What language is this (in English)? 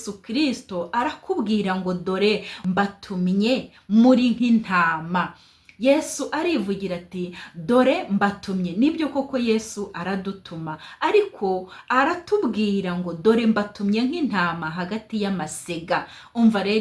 Kinyarwanda